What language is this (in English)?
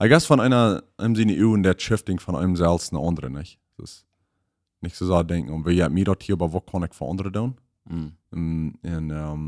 Plautdietsch